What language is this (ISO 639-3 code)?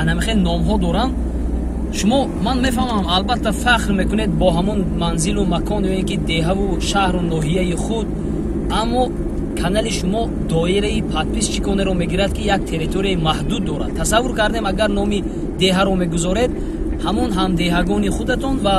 tgk